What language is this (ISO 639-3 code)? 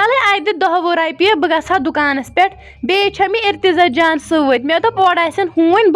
kas